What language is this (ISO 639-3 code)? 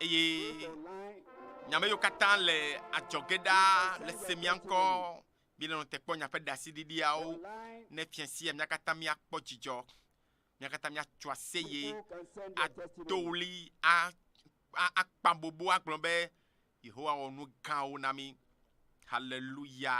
ewe